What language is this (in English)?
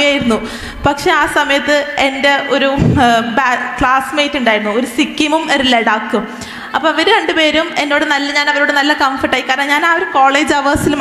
Malayalam